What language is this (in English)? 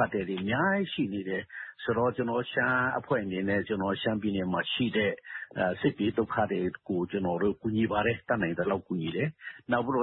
Burmese